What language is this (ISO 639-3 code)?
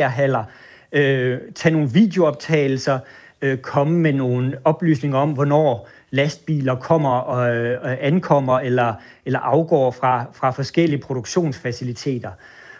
dan